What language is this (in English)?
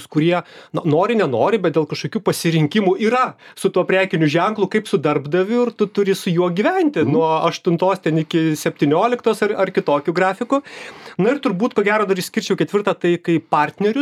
Lithuanian